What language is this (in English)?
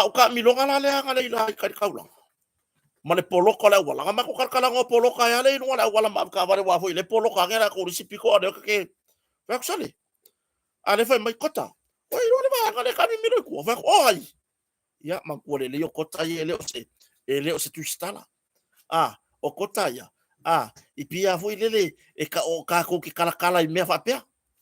Samoan